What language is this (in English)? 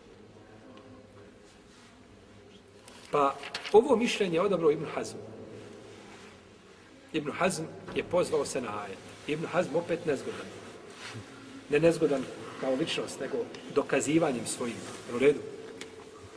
Bosnian